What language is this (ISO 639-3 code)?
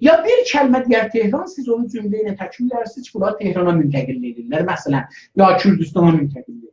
azb